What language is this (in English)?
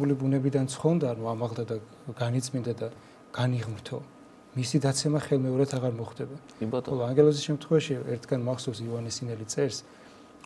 Georgian